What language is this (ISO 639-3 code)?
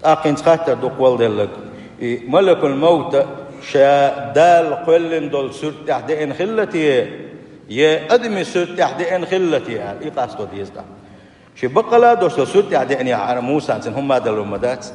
che